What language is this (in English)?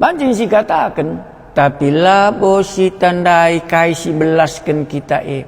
Batak Karo